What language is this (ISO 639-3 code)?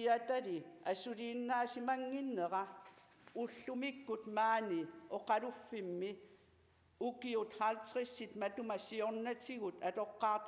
kal